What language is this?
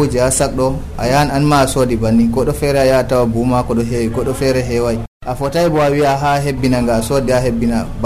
Nigerian Fulfulde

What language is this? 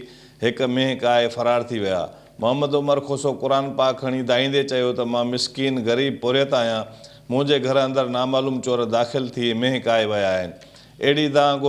Sindhi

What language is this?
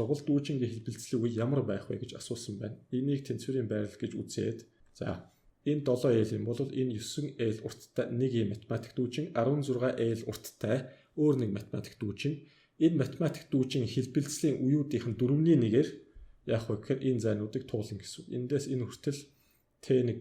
Mongolian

